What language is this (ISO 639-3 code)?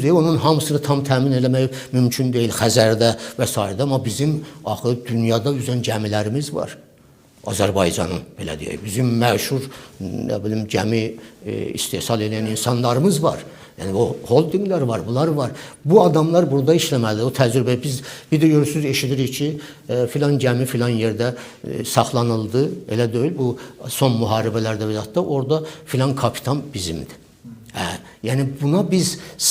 aze